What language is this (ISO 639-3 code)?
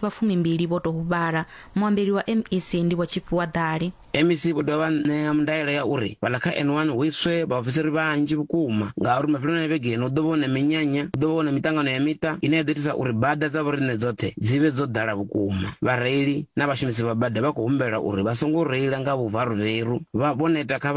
ven